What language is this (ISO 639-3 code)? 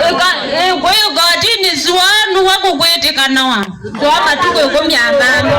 kam